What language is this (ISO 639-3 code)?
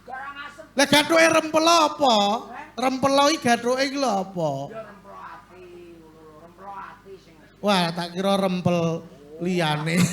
jav